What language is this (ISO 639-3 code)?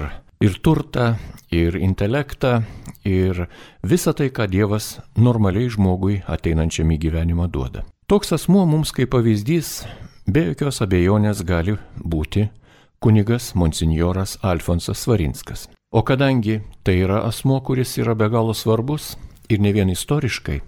lit